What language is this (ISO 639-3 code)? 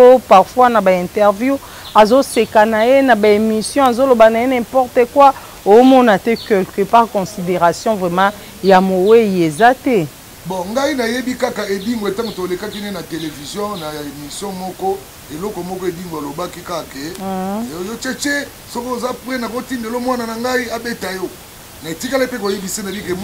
lin